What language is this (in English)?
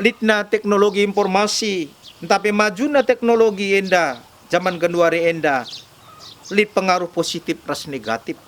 Batak Karo